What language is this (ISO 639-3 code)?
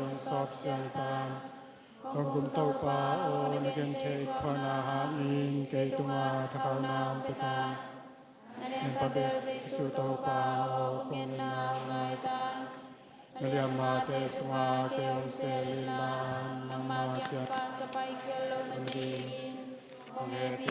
ctd